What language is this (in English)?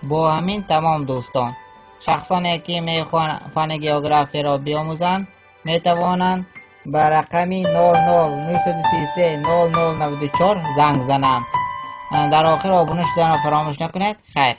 Tajik